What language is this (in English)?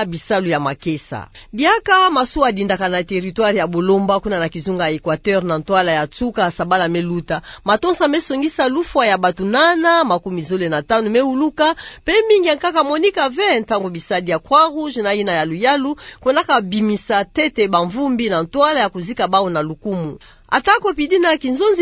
Kituba (Democratic Republic of Congo)